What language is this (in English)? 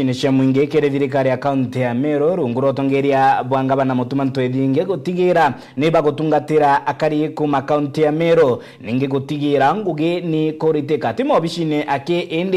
Meru